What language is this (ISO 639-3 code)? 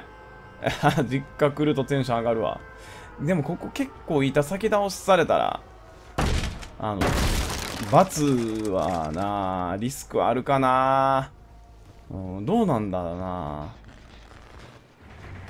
jpn